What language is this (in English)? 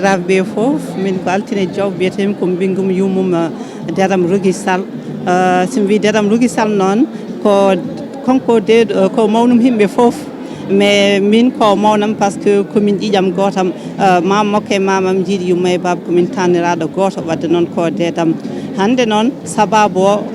Fula